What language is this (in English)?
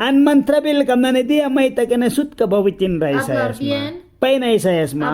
Mískito